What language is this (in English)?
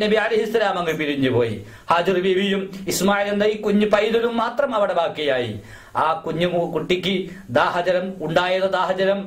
Malayalam